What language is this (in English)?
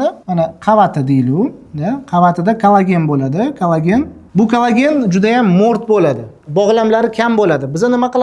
Uzbek